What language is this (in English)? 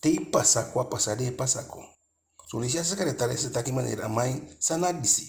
Eastern Maroon Creole